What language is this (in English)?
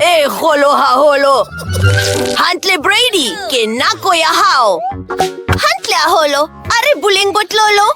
Southern Sotho